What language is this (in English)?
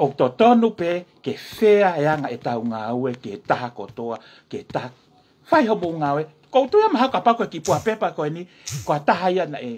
Tongan